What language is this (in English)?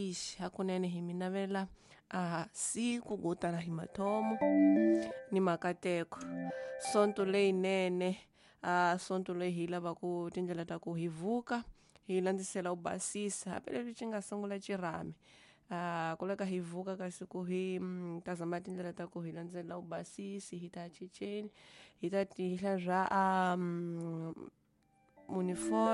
Tsonga